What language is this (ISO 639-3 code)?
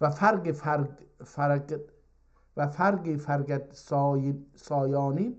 azb